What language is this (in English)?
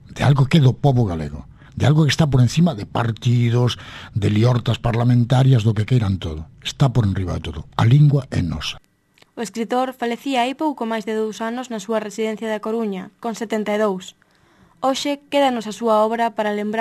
Galician